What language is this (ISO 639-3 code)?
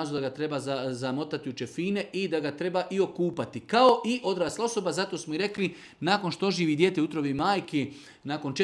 bos